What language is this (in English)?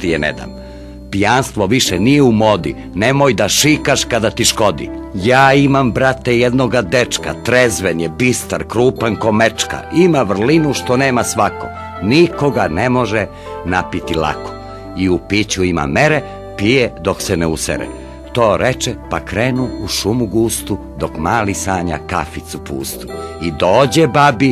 Serbian